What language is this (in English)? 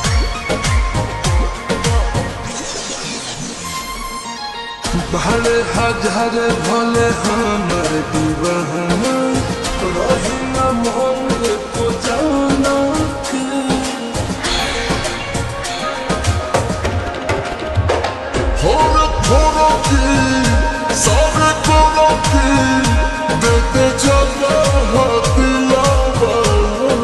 Bhojpuri